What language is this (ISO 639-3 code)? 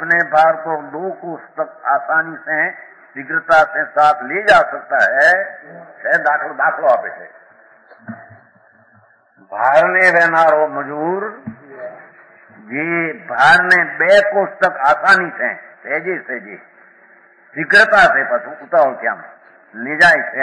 guj